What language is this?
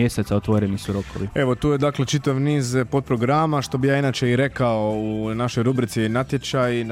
Croatian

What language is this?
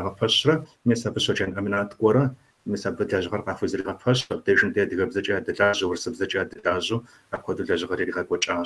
Kabardian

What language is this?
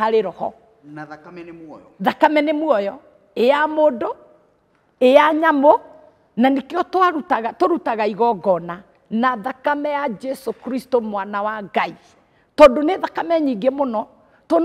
Kikuyu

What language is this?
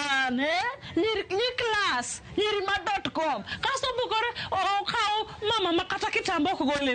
Luo (Kenya and Tanzania)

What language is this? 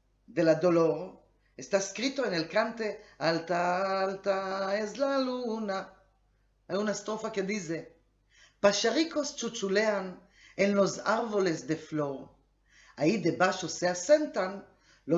Ladino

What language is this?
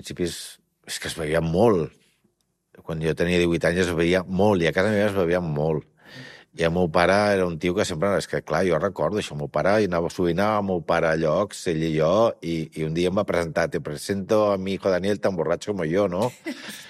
Catalan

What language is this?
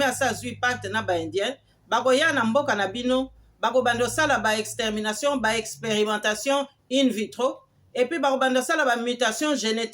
Lingala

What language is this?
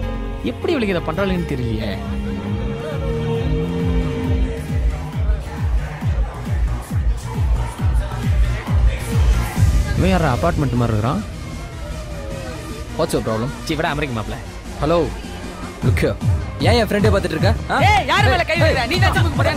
Tamil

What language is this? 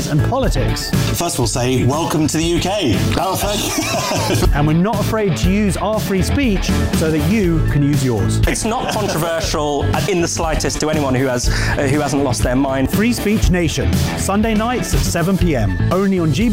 English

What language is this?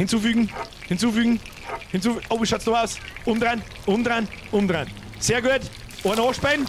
Bavarian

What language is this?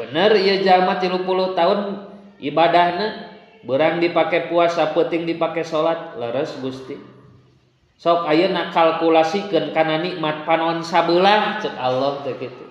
Sundanese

